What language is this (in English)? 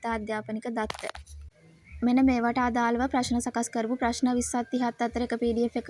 Sinhala